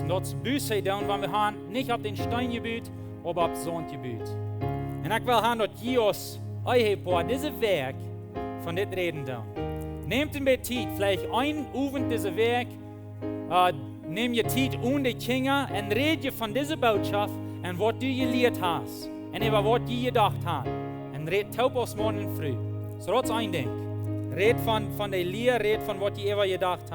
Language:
Plautdietsch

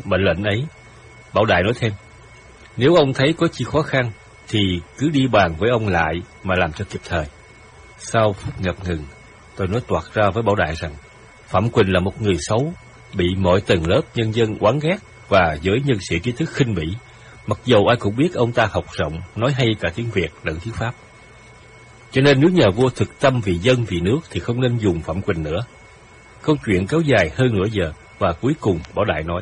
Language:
Vietnamese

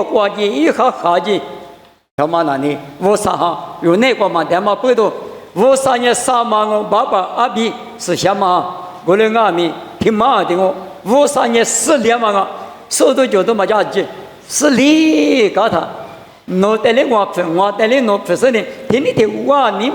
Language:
Lisu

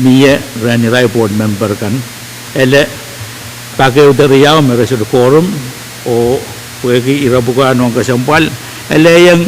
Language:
Pohnpeian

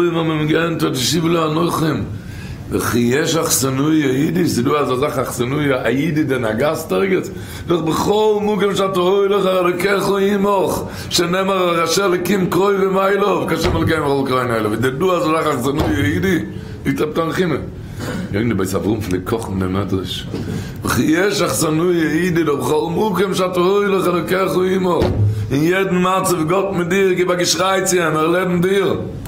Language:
Yiddish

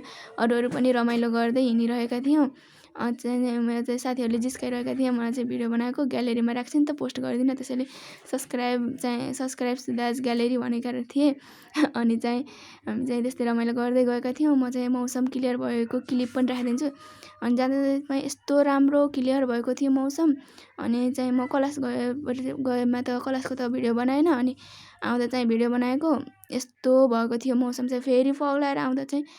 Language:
Nepali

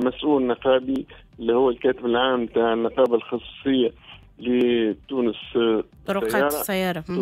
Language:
Tunisian Arabic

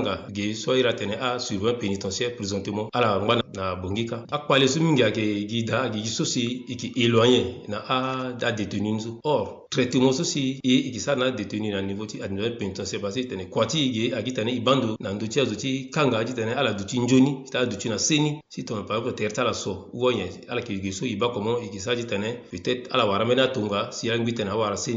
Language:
Sango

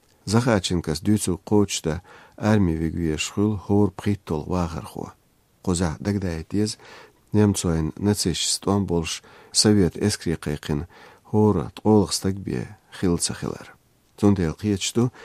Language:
Chechen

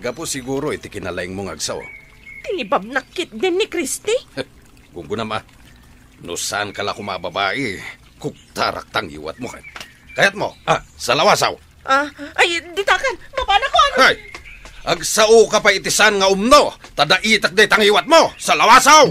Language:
Iloko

